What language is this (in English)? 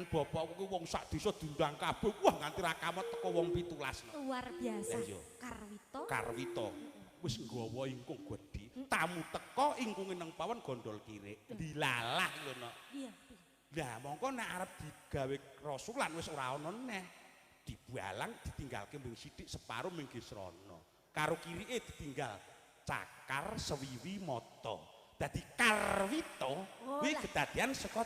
Javanese